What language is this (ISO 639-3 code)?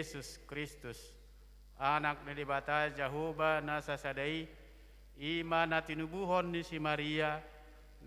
bbc